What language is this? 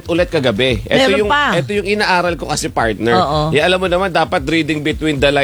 Filipino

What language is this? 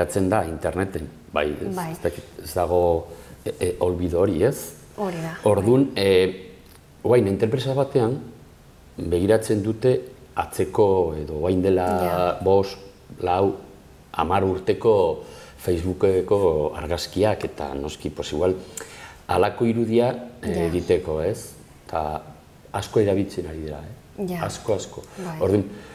Basque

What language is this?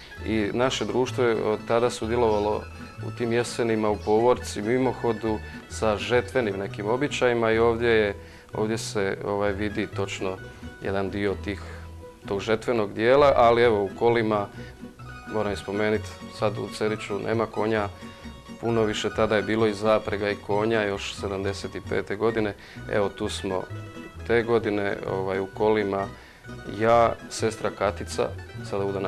Croatian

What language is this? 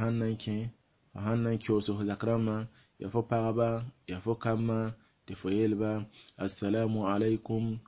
Mossi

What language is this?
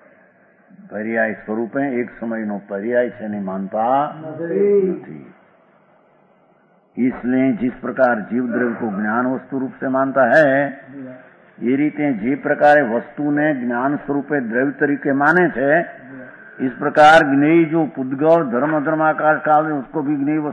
Gujarati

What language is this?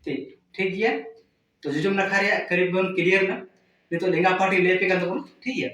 Santali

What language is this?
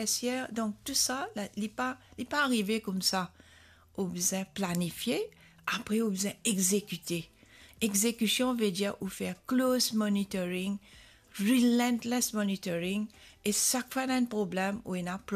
Morisyen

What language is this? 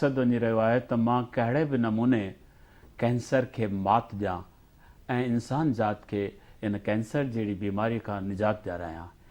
Sindhi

